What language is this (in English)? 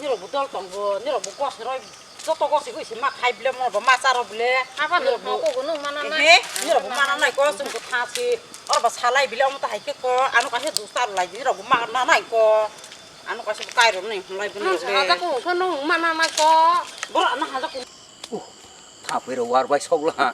Kok Borok